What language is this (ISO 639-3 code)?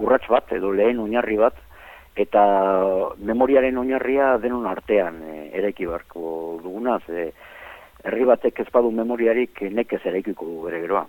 eus